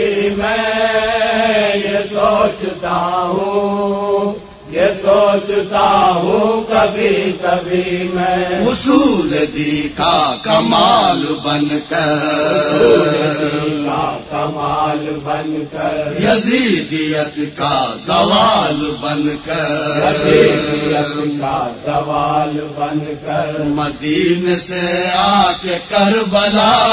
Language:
Urdu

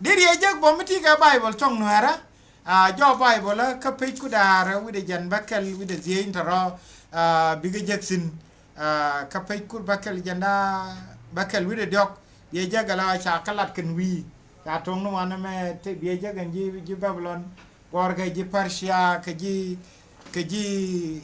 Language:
Nuer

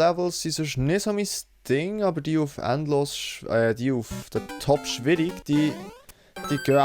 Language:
Swiss German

